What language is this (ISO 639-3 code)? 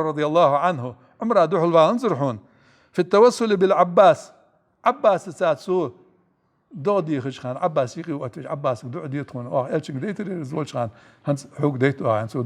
inh